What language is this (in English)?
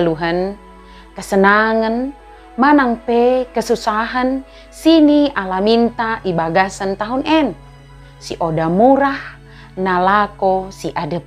Batak Dairi